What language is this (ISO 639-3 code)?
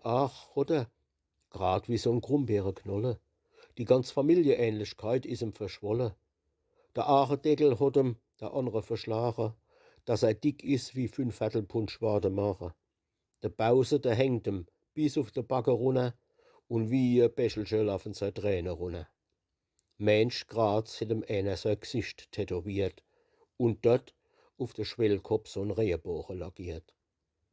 pfl